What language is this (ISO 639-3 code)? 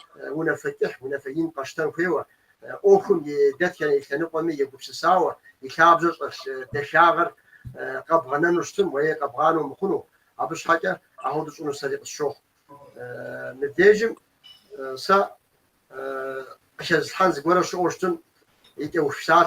kbd